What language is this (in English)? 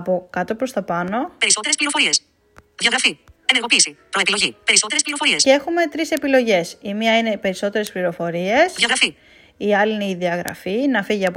Greek